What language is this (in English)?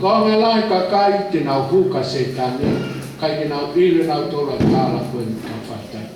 Tongan